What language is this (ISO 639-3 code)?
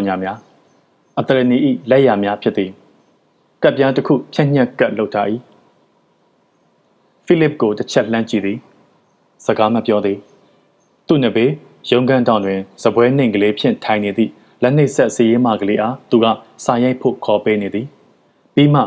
mya